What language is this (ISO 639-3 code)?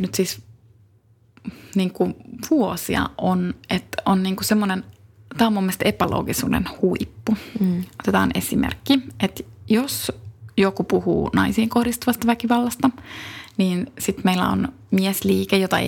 fin